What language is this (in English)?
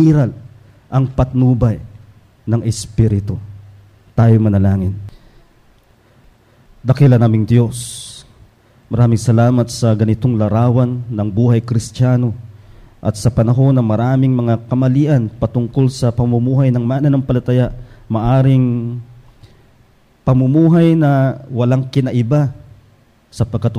Filipino